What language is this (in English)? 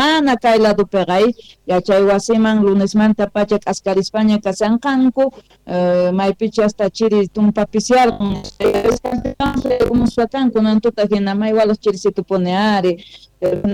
South Bolivian Quechua